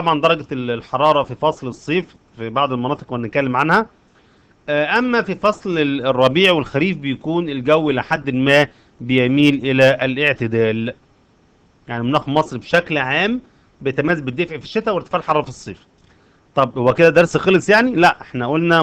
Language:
Egyptian Arabic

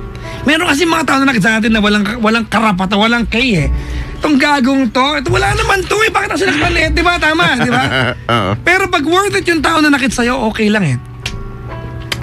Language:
Filipino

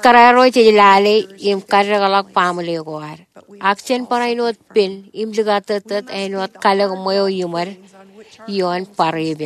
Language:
Marshallese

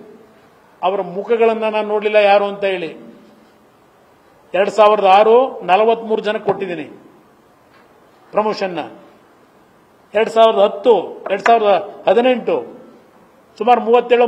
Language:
Kannada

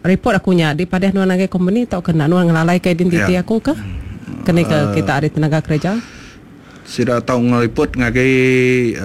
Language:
Iban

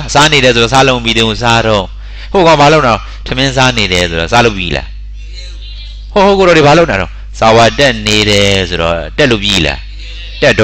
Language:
Burmese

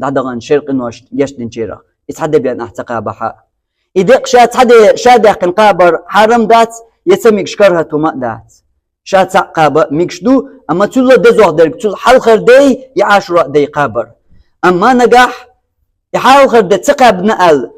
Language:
Chechen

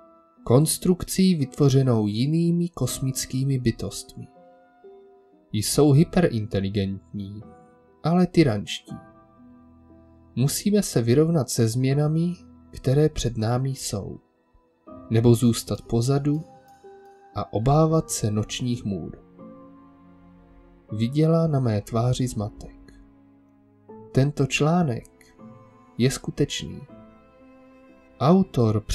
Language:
Czech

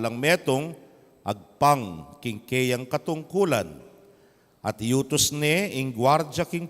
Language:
Pampanga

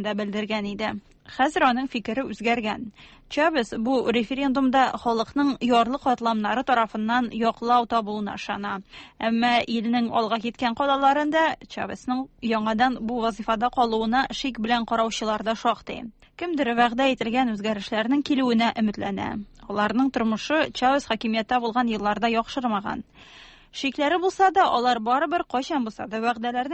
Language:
Tatar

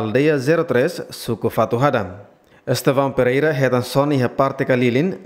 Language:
Tetum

